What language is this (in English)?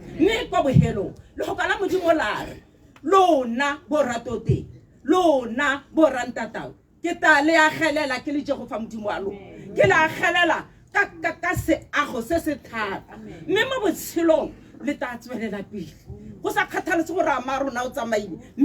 Tswana